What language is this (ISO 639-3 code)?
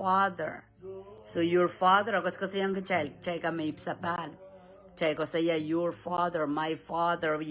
pon